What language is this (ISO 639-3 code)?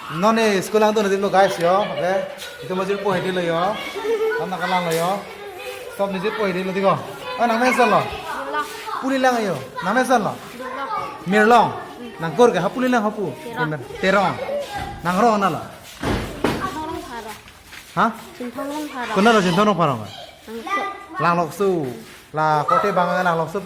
mjw